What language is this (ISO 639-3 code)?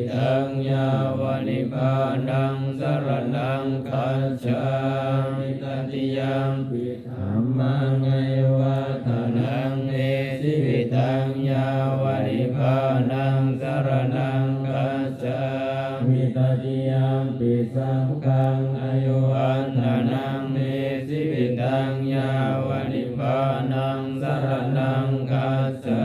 pli